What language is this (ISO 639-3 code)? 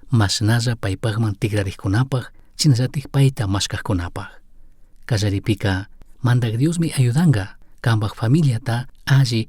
qug